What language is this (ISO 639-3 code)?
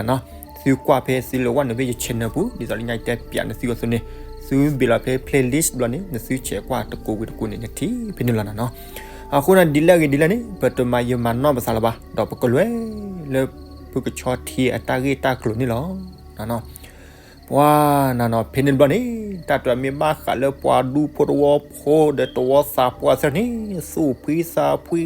ksw